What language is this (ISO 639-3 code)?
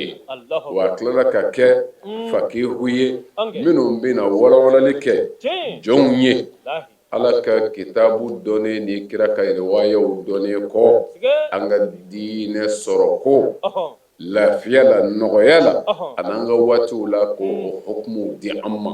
bam